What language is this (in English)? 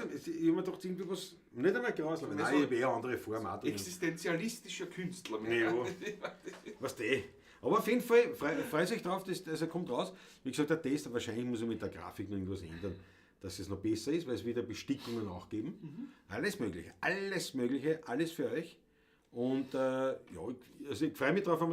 Bavarian